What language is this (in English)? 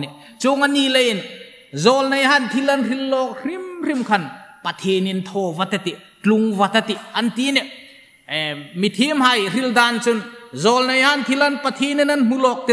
Hmar